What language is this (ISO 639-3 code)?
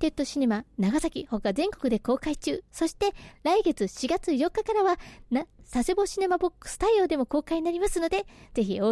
jpn